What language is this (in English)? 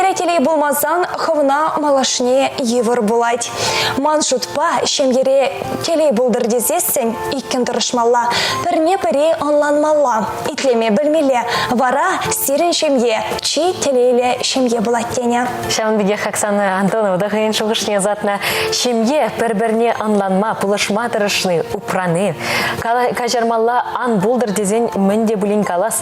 Chuvash